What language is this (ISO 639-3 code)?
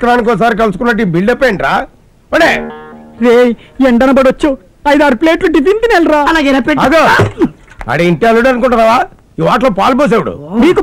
tel